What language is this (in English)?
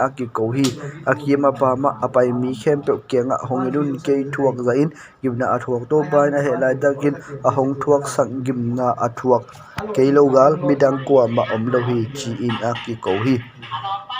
Tedim Chin